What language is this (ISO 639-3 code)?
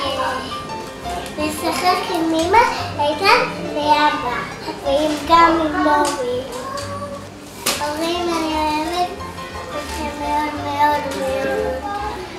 heb